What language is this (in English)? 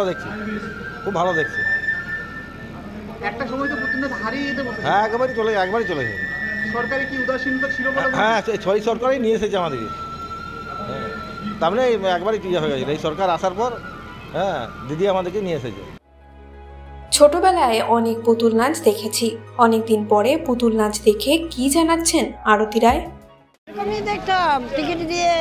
Bangla